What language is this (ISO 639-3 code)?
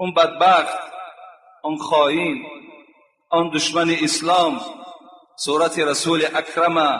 tgk